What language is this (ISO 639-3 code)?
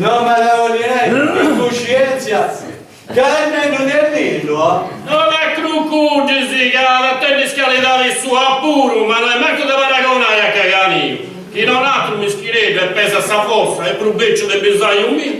srd